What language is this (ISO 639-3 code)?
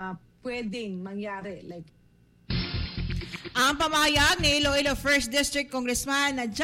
fil